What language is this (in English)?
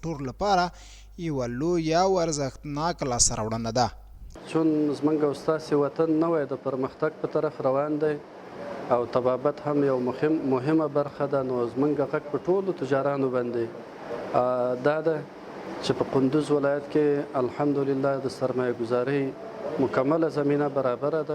Pashto